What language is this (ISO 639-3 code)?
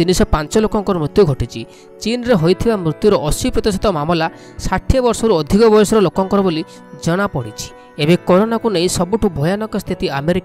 ori